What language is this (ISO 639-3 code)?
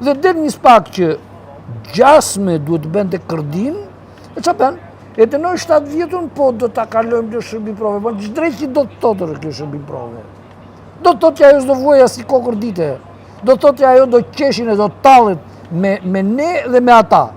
sqi